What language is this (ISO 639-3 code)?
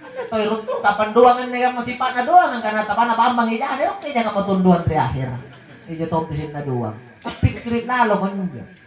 mak